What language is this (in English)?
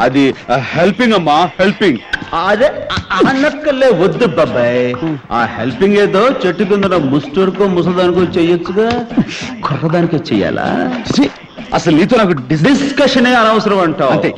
Telugu